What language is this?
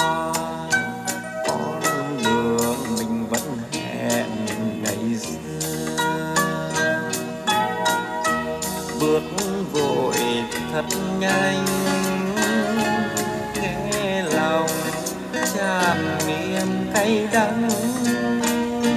Vietnamese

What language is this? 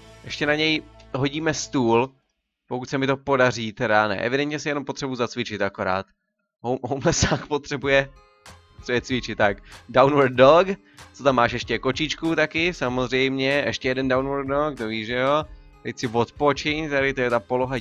Czech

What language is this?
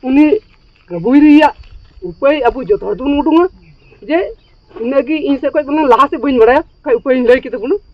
Santali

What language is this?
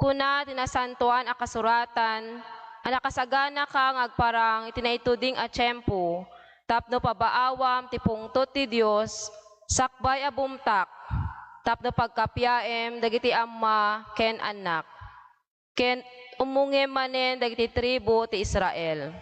Iloko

